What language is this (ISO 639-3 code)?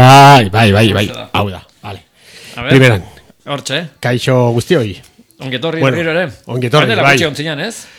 eus